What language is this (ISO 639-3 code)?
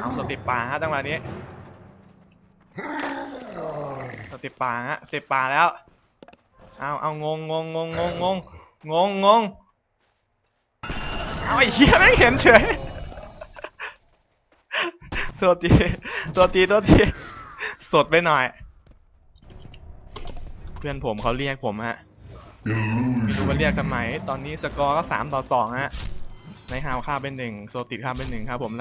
tha